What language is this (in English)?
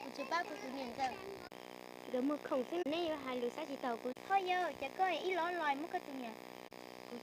Hmong